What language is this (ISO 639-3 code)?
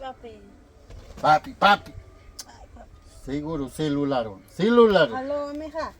quy